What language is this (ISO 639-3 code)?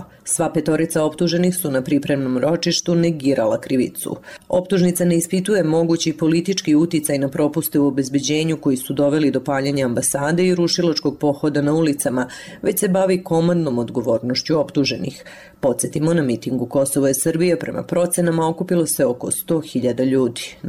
srp